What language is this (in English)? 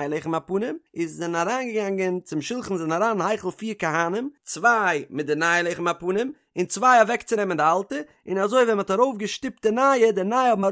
Yiddish